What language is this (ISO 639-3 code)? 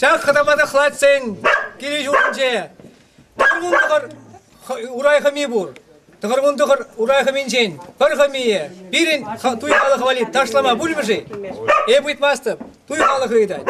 chv